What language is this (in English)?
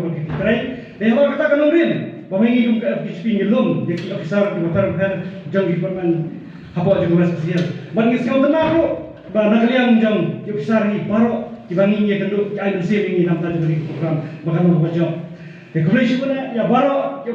Khasi